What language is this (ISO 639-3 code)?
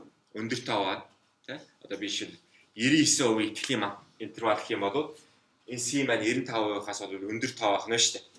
mon